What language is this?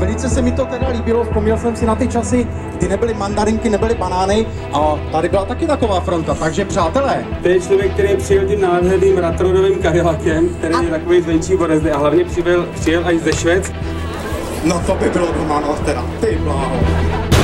Czech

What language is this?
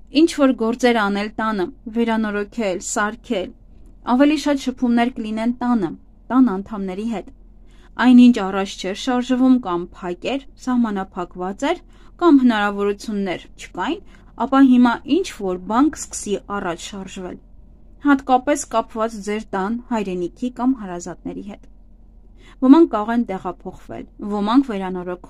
Armenian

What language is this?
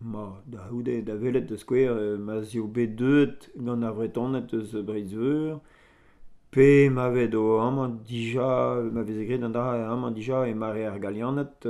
Breton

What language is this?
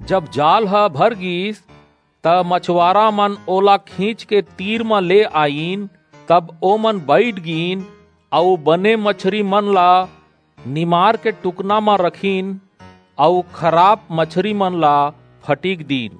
Chhattisgarhi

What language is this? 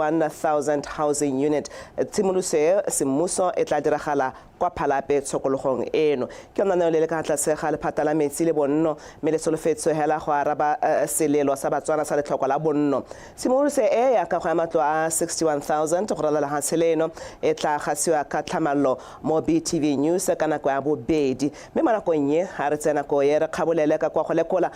Tswana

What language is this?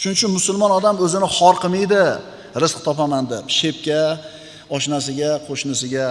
Uzbek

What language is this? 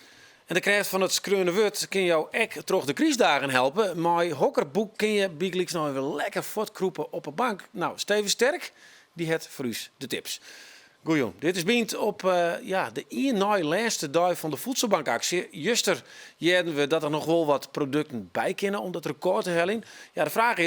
Western Frisian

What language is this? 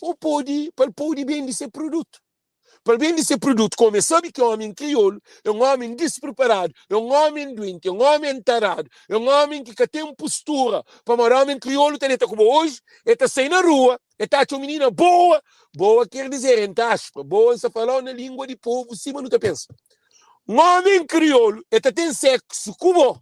Kabuverdianu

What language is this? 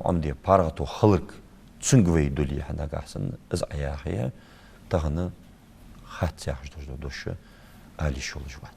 Ingush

